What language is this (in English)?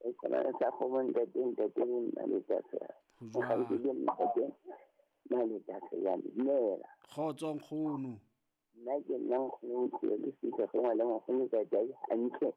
Southern Sotho